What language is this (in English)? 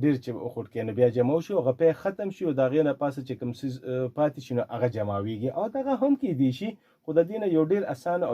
Pashto